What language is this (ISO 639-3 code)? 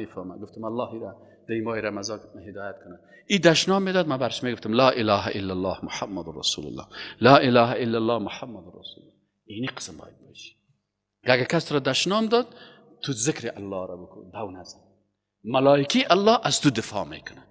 fas